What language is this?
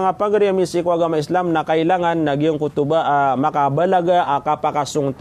Maranao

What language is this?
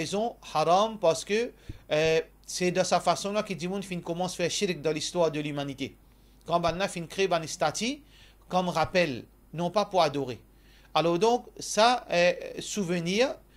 Morisyen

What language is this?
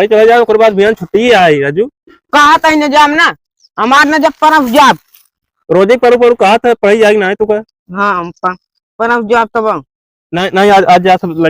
Awadhi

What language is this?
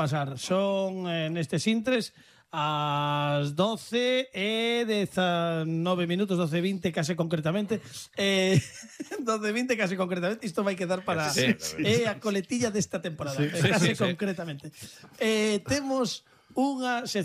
Galician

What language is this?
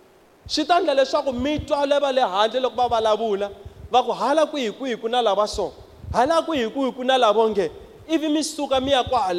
Tsonga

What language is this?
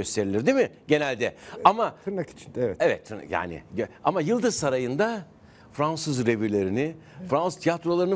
Turkish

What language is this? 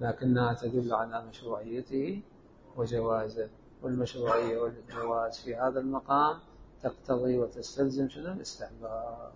Mesopotamian Arabic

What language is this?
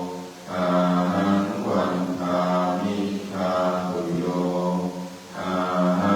Pali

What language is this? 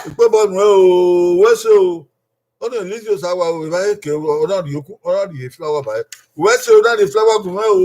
Bini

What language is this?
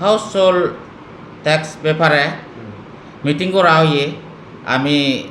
Chakma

